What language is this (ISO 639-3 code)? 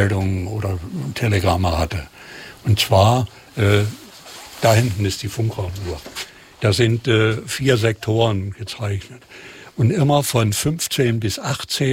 deu